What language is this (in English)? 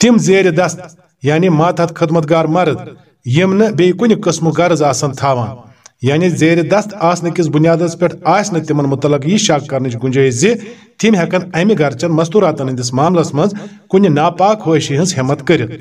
Kashmiri